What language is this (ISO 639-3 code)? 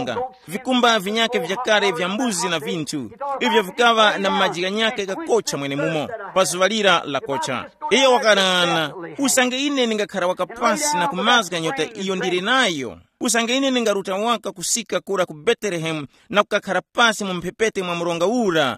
tum